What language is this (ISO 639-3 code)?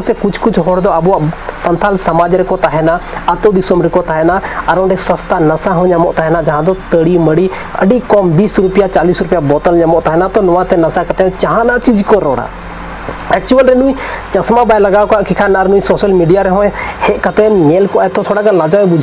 sat